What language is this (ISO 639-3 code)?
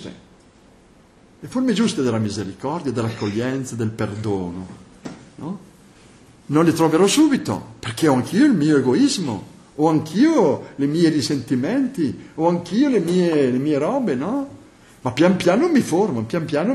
ita